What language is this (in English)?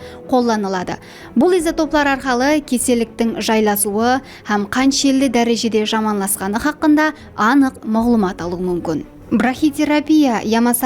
Kara-Kalpak